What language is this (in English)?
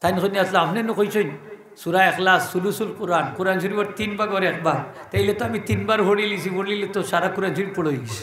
Sylheti